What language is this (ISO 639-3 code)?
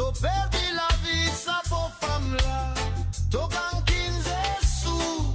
mfe